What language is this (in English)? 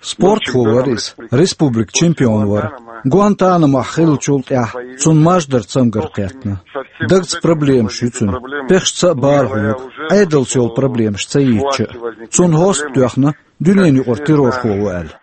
Chechen